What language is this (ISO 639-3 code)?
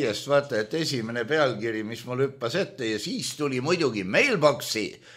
est